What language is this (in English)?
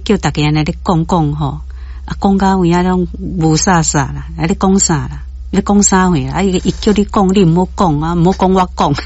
Min Nan Chinese